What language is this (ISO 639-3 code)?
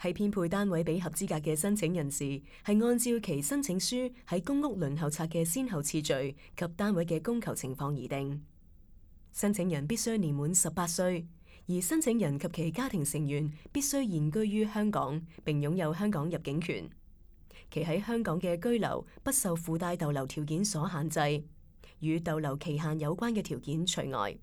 yue